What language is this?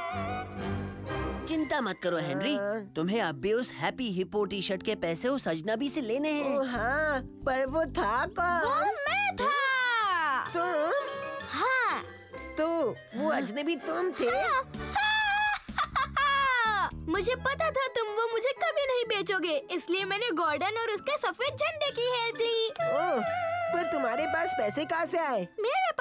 Hindi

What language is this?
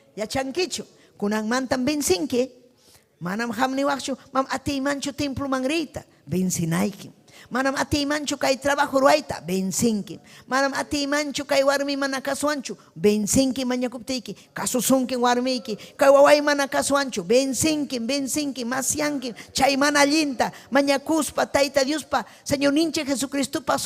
Ayacucho Quechua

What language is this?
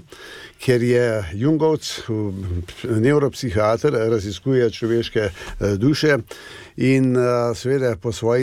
Slovenian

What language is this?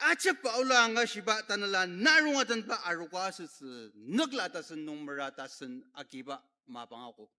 Ao Naga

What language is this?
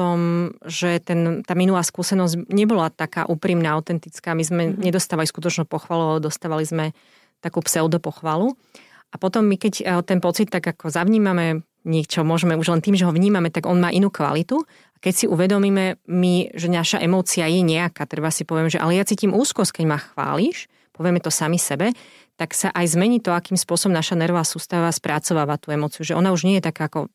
Slovak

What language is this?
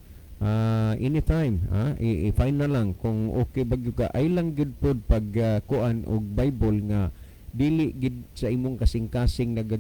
Cebuano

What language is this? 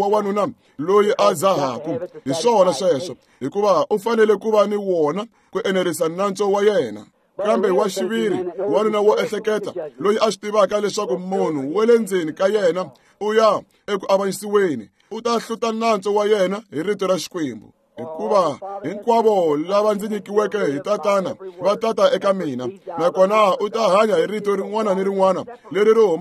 Tsonga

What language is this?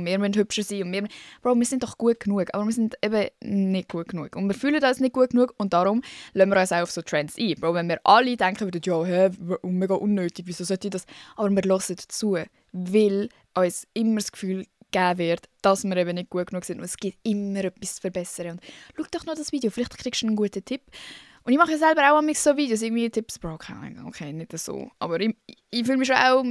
Swiss German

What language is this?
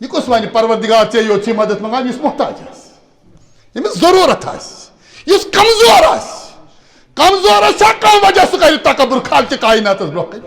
Kashmiri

